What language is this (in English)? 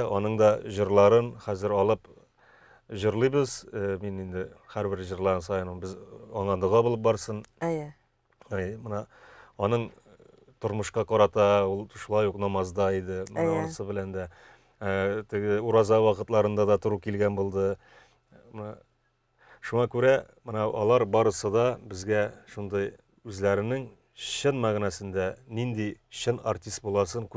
Tatar